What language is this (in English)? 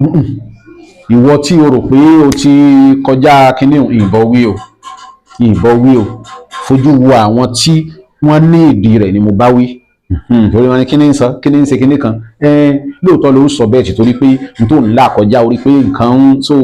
Yoruba